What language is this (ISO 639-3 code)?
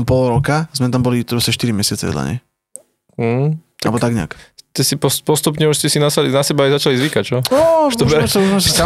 slk